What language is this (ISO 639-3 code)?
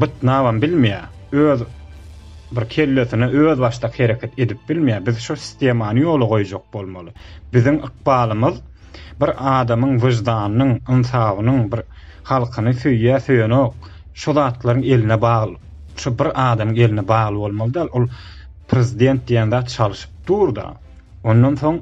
tuk